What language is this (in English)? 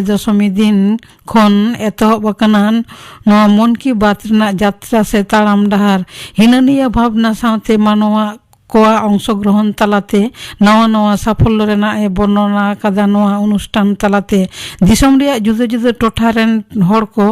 Santali